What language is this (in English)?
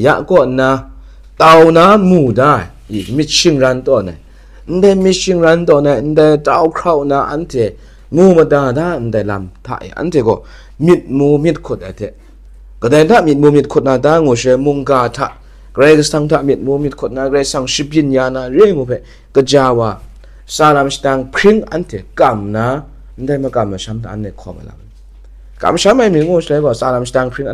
Kachin